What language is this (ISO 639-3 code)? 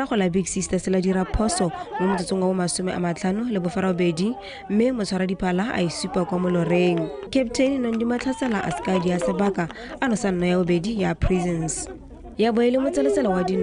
tsn